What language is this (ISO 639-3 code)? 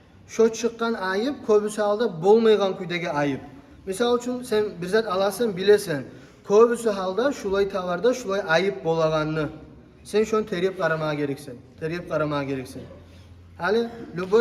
kum